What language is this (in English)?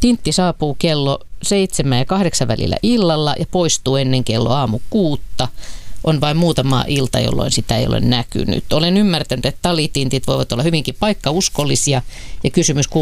Finnish